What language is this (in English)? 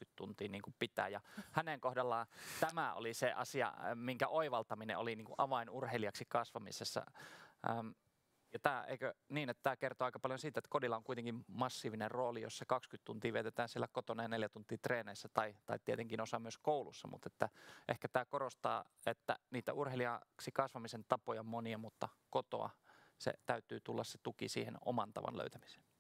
Finnish